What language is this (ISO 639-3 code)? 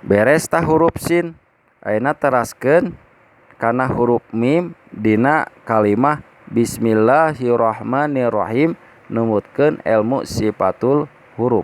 sun